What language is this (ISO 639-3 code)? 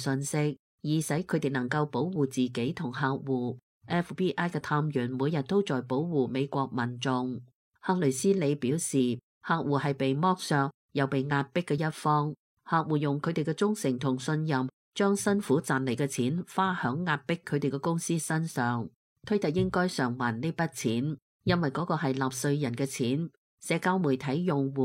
yue